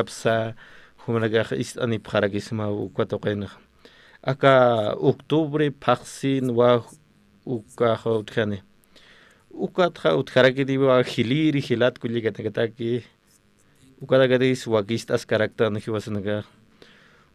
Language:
Aymara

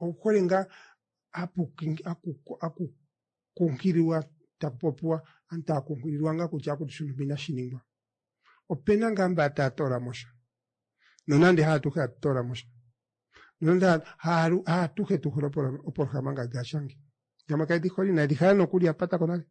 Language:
Kuanyama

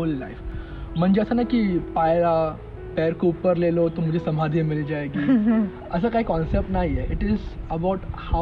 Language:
Marathi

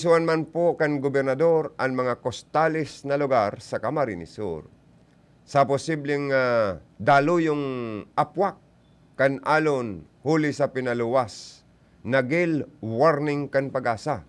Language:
Bikol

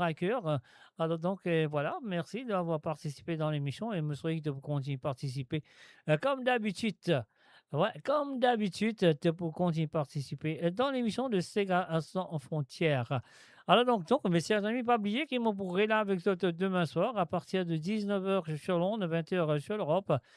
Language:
Morisyen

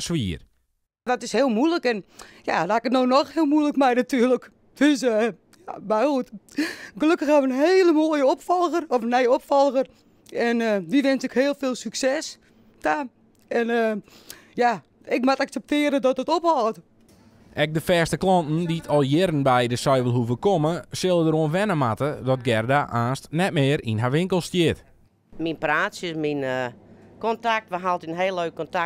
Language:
Western Frisian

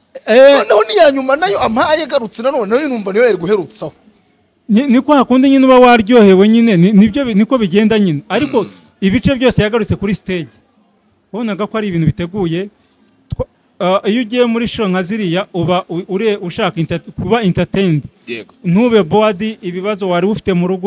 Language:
Kinyarwanda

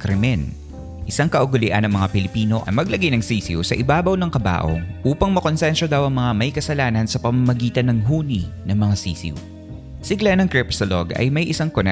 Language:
Filipino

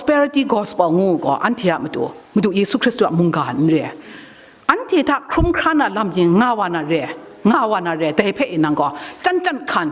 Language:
Kachin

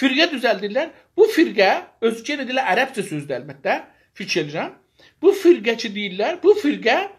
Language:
South Azerbaijani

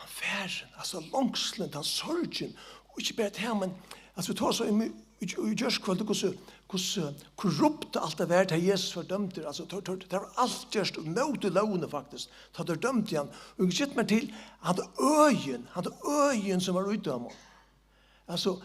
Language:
Faroese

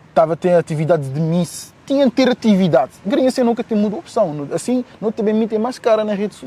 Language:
Kabuverdianu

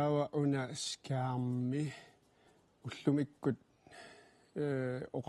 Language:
Kalaallisut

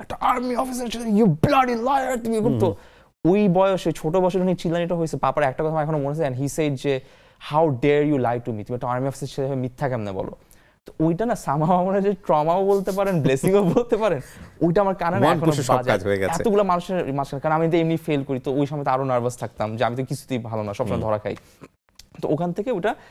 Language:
Bangla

